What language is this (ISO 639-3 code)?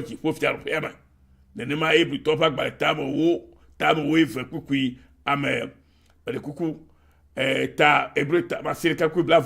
ewe